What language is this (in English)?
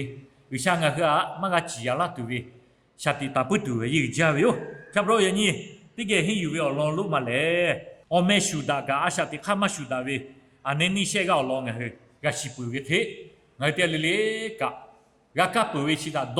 Lahu